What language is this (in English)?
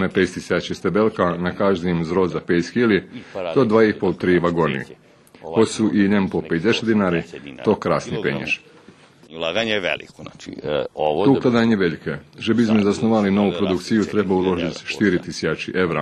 Rusyn